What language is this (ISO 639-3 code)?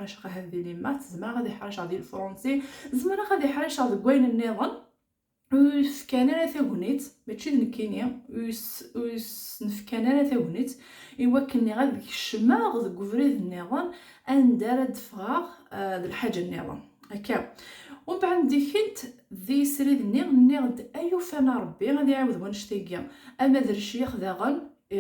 kab